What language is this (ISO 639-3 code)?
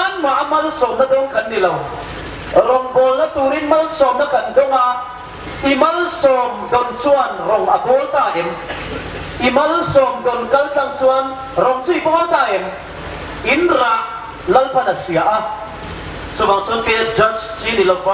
hmr